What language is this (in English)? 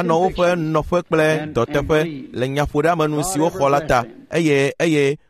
Ewe